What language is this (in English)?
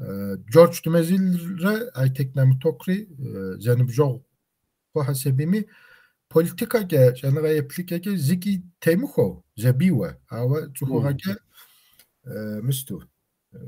Kabardian